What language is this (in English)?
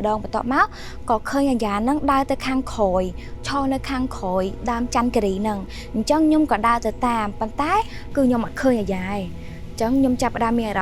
Khmer